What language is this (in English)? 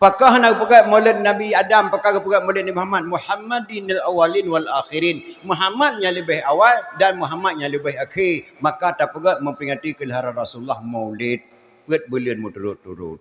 Achinese